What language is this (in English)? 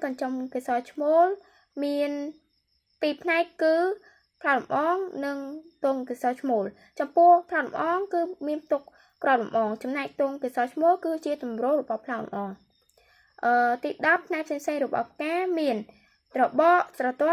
Khmer